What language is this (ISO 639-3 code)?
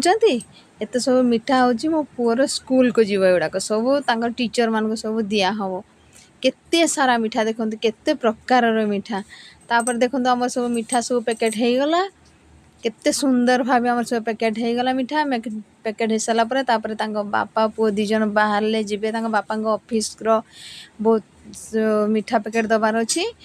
ori